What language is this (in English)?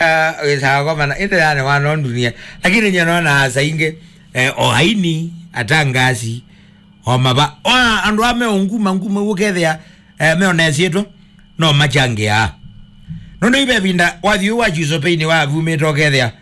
Kamba